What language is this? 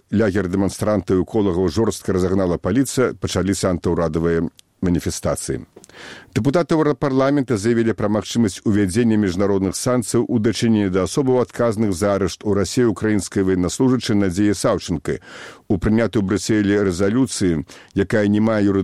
Belarusian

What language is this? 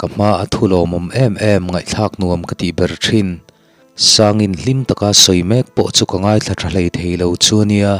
Mizo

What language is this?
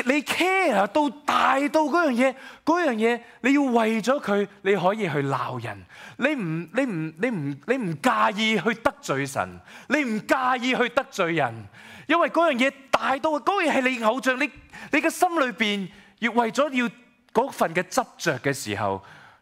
Cantonese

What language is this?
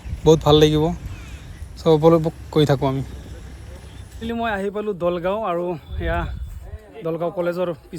Assamese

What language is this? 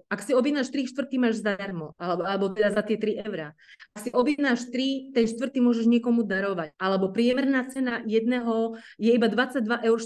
Slovak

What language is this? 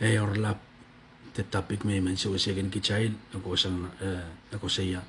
Pohnpeian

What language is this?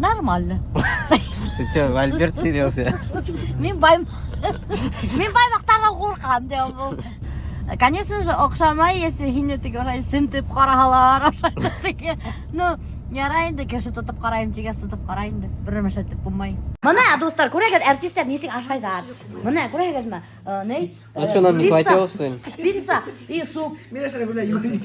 Bashkir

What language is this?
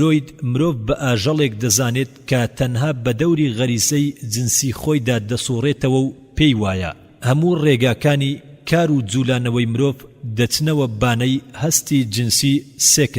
Central Kurdish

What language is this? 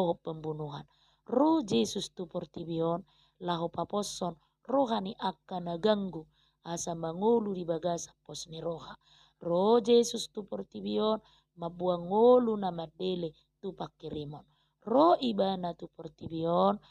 Batak Toba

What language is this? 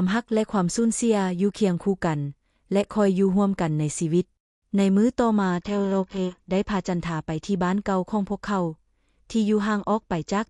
Lao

